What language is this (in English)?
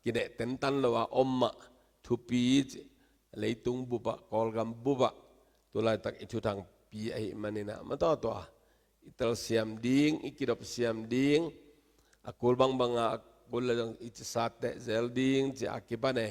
Tedim Chin